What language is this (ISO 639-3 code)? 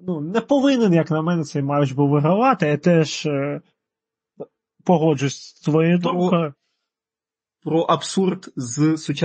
ukr